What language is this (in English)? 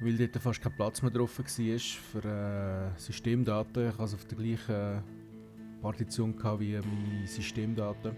Swiss German